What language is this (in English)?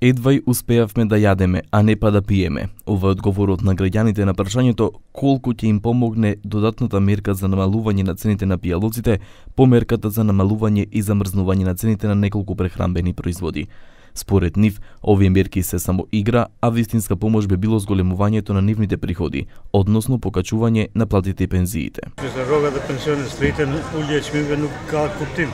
Macedonian